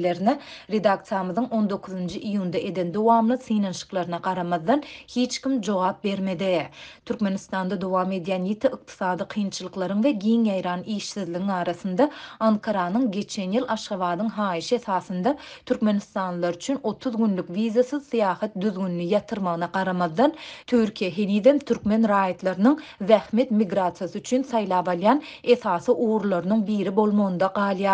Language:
Turkmen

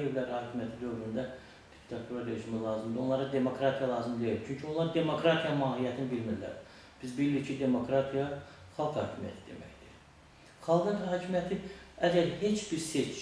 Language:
Azerbaijani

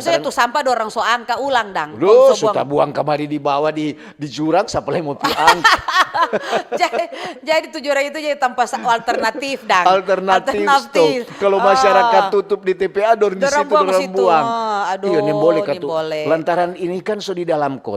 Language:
Manado Malay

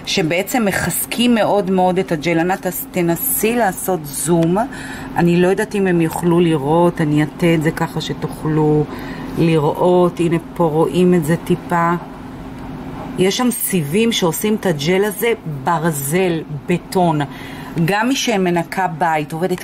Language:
Hebrew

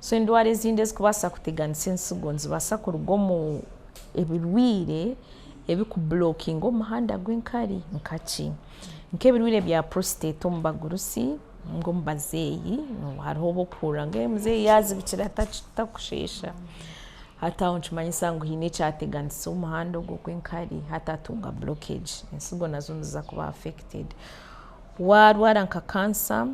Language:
Nyankole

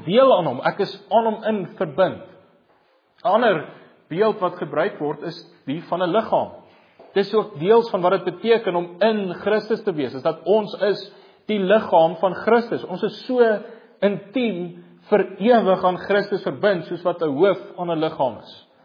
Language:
Afrikaans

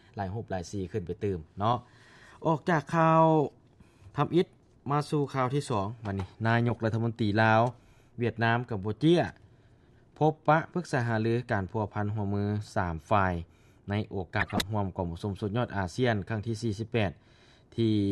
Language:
Lao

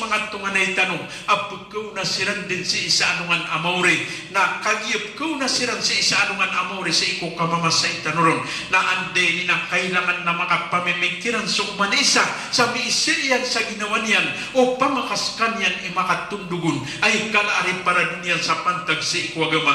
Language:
Maranao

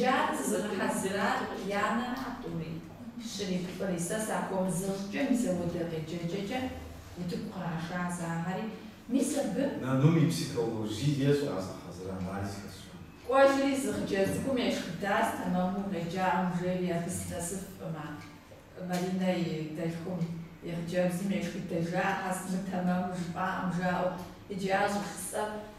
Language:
Kabardian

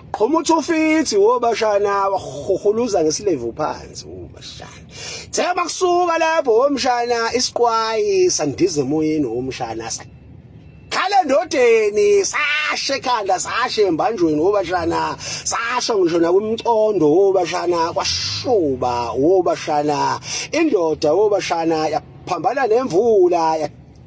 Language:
Zulu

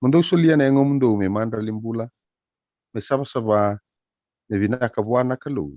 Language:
Fijian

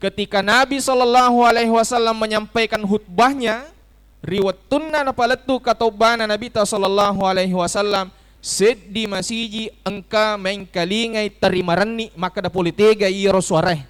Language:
Buginese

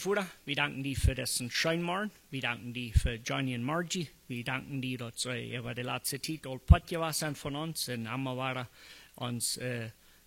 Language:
Plautdietsch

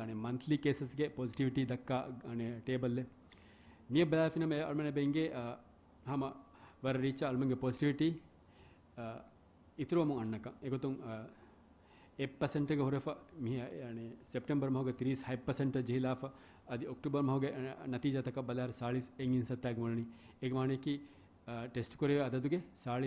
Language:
Divehi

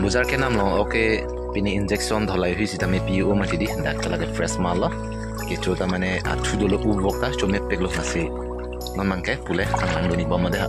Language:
Karbi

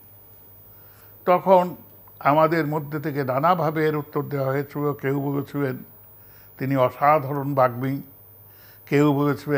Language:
Bangla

